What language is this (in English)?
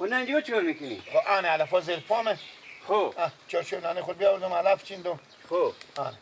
Persian